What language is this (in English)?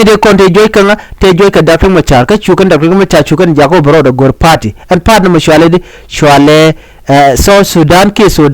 Nuer